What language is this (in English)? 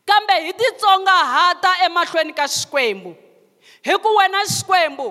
Tsonga